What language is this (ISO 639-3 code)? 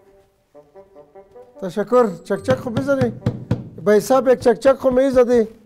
fas